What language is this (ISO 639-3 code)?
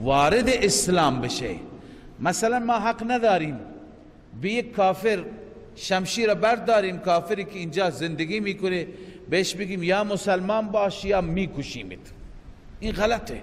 fas